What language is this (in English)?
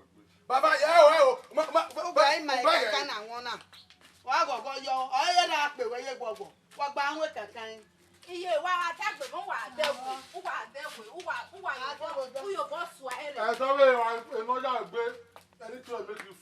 Bini